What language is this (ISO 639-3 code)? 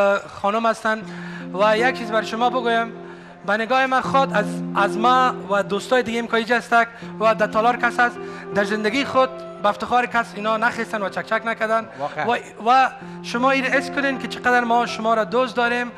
fas